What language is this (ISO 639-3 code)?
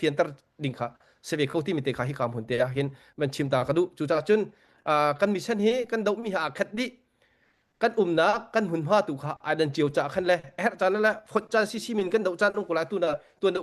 cnh